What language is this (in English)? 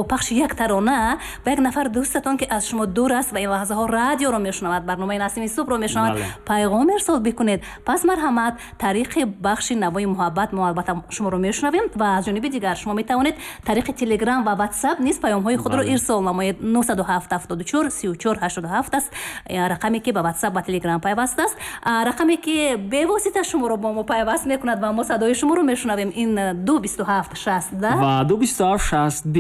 Tajik